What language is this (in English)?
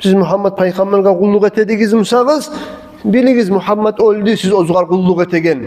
Kumyk